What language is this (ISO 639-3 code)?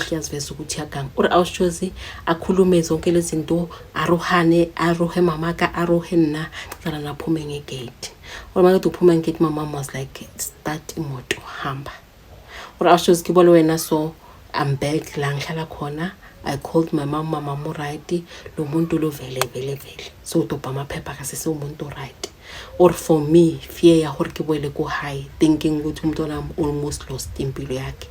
zul